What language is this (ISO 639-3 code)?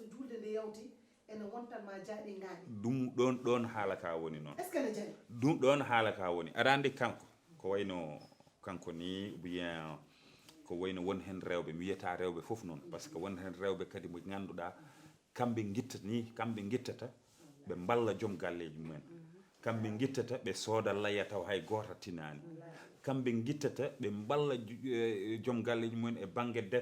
ful